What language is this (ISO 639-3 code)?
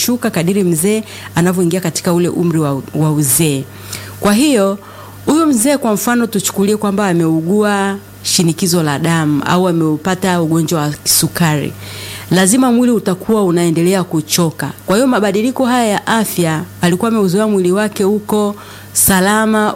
swa